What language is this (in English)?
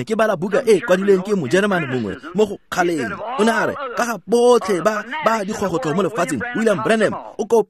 Tswana